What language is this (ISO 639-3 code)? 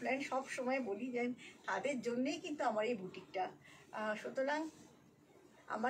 ben